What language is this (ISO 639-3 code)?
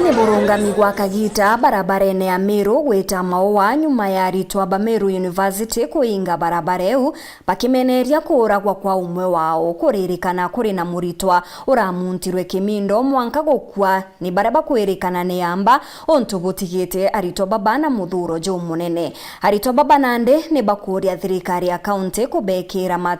mer